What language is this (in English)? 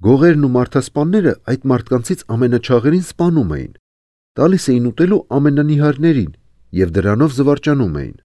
Armenian